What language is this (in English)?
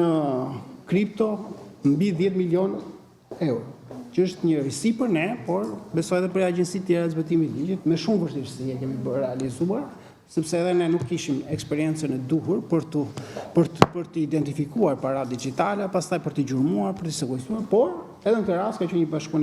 Albanian